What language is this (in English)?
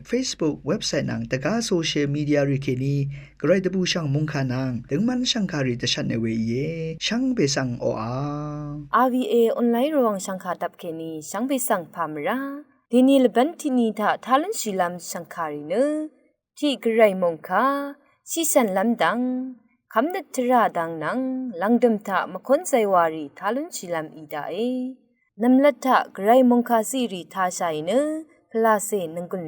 Rawang